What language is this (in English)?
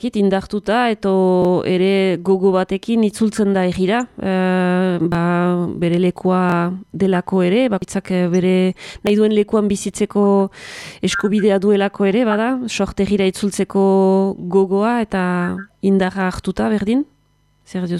Basque